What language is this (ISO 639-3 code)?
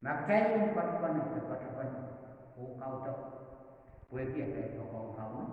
pon